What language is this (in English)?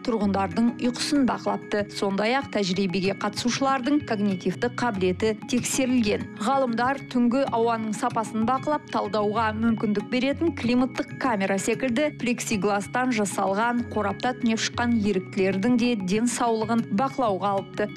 Kazakh